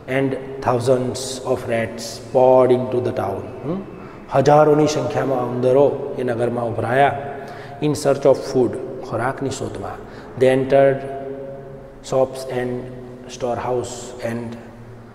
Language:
Gujarati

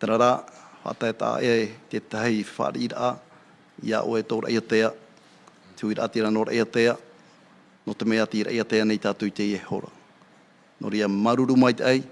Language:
Tahitian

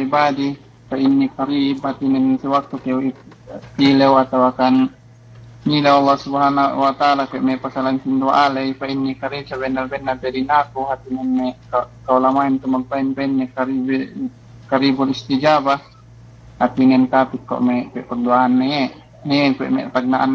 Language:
Yakan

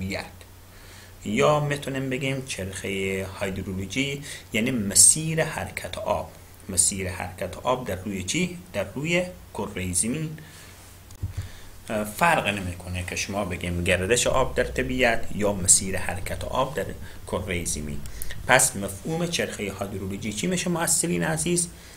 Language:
Persian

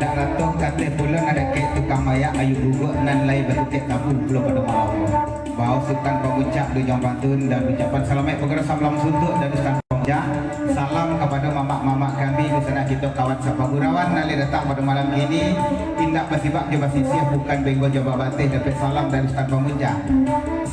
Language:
Minangkabau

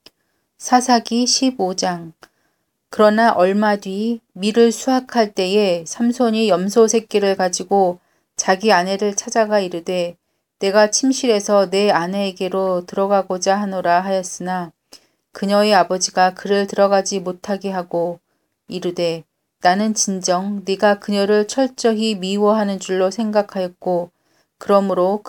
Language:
Korean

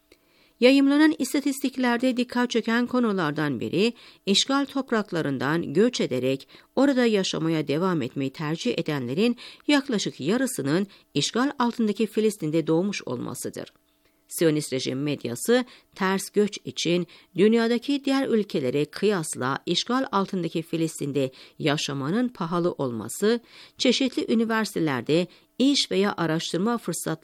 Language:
Turkish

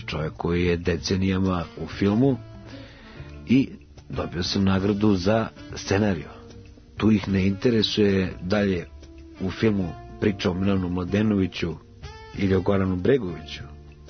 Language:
Serbian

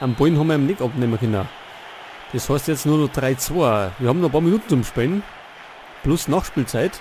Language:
Bavarian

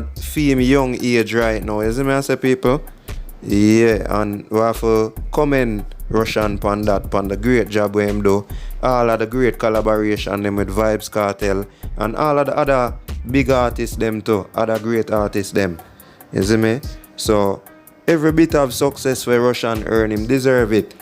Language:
Jamaican Creole English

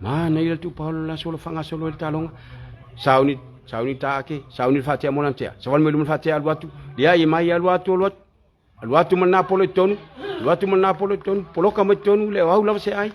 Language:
Samoan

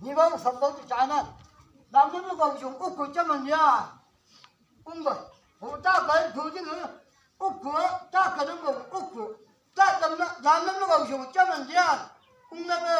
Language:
Chang Naga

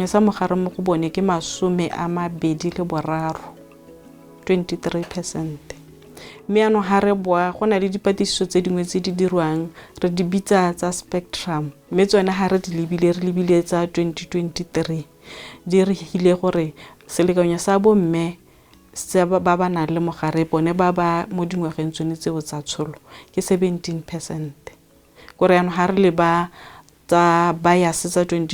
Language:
Tswana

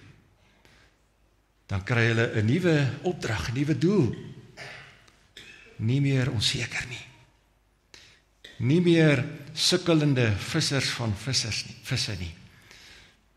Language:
Afrikaans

